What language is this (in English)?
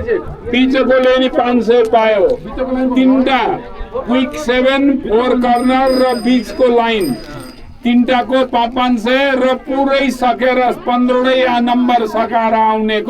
Nepali